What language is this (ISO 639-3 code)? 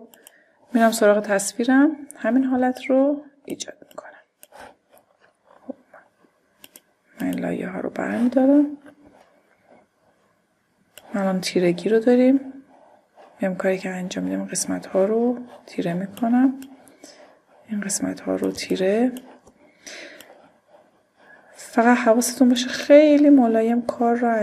fas